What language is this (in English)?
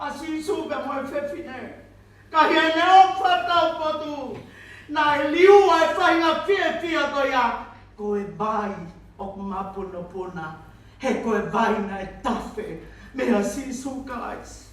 Tongan